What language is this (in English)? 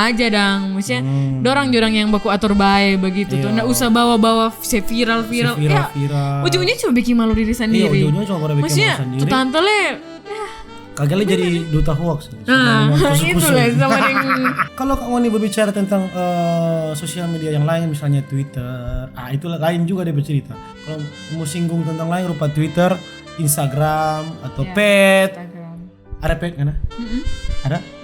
Manado Malay